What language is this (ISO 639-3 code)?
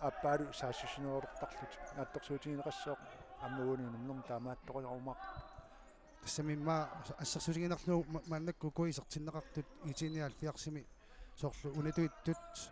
kal